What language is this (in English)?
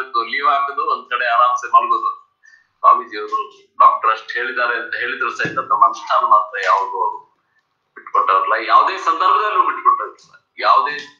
Kannada